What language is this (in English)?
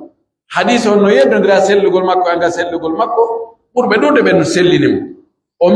Pular